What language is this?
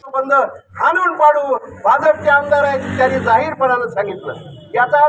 Marathi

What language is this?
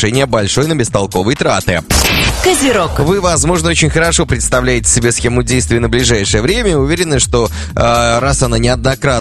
Russian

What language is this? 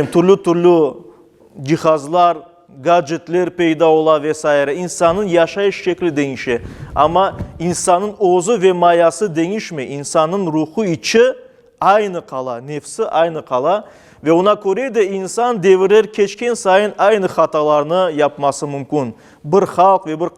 Crimean Tatar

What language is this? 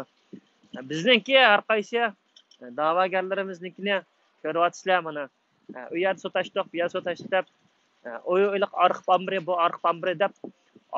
Uyghur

